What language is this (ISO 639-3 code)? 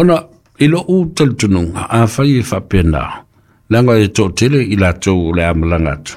smo